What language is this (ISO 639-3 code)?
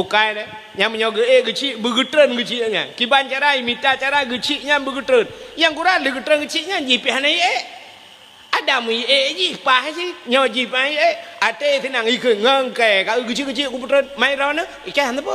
ace